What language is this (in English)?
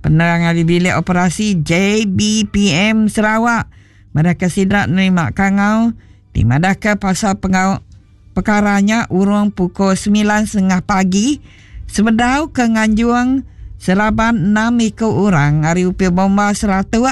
Iban